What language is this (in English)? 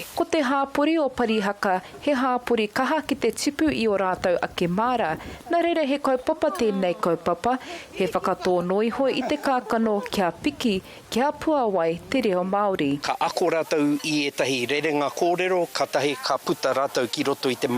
Māori